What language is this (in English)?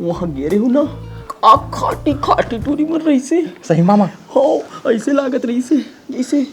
Chhattisgarhi